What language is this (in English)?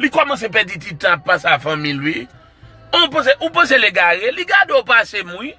Haitian Creole